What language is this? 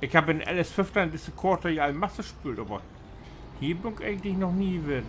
Low German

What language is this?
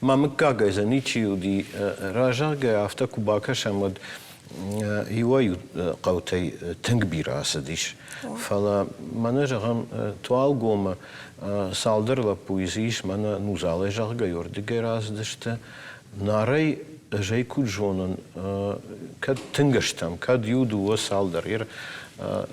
Ossetic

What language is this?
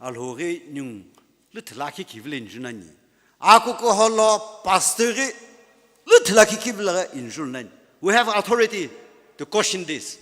Sumi Naga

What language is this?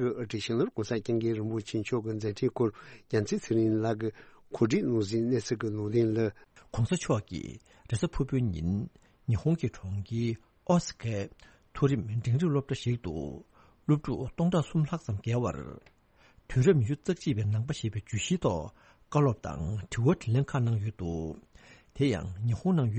Tibetan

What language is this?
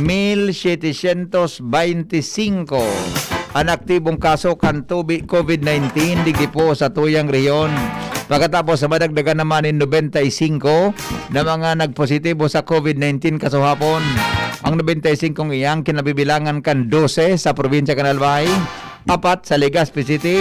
Bikol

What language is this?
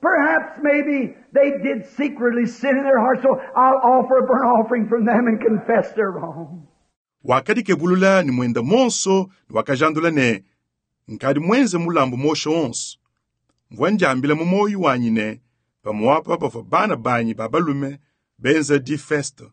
Luba-Lulua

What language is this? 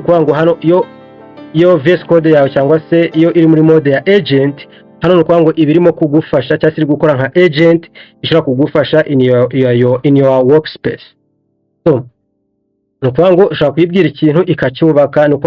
Kinyarwanda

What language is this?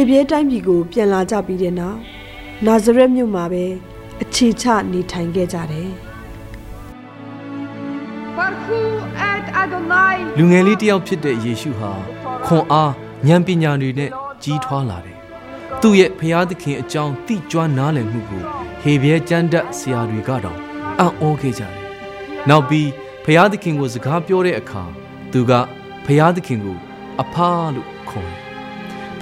Burmese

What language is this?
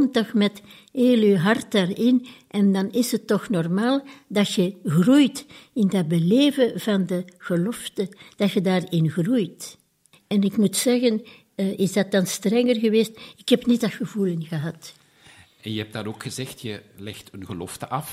Dutch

